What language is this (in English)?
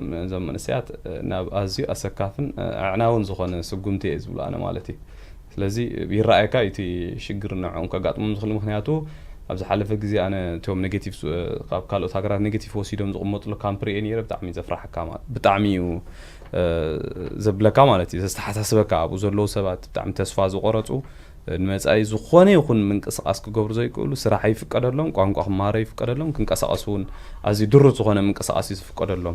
Tigrinya